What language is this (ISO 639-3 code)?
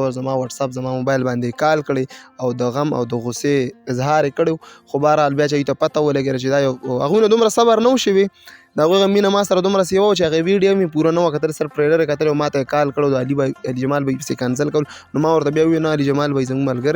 pus